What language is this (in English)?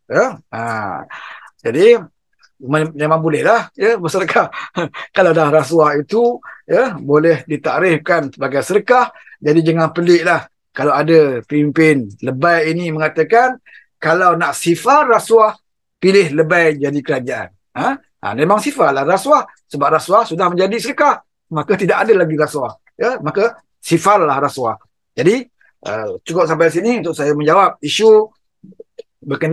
Malay